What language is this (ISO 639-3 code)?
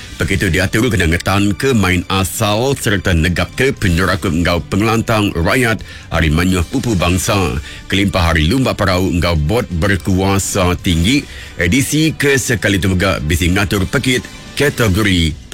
iba